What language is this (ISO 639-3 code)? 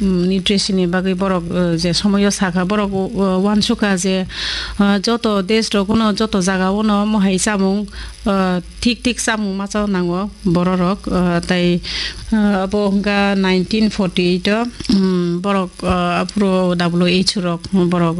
trp